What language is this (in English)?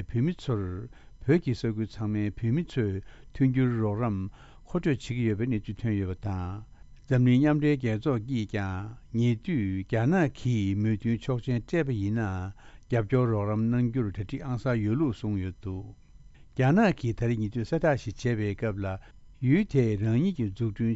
Tibetan